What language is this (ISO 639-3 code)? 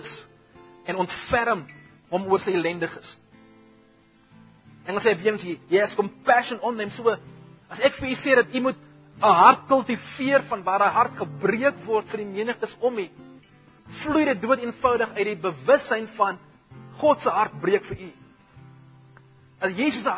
afr